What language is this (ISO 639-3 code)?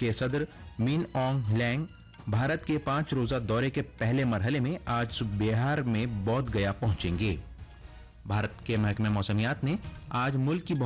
urd